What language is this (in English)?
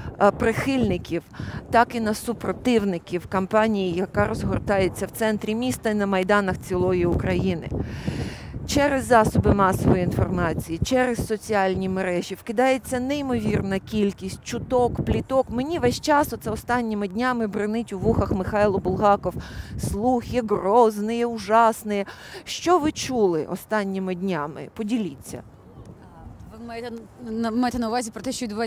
Ukrainian